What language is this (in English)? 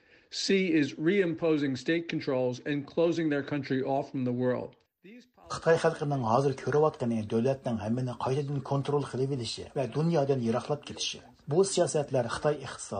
Uyghur